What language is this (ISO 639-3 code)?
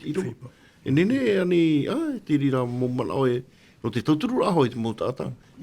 tah